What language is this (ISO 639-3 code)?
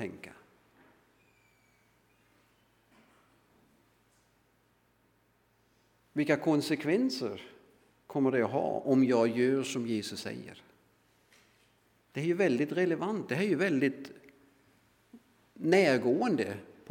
swe